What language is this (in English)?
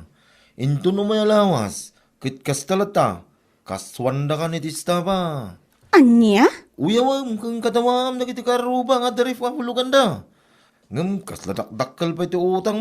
Iloko